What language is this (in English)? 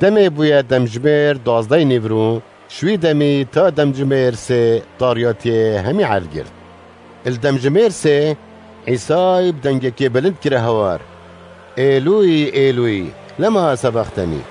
Kurdish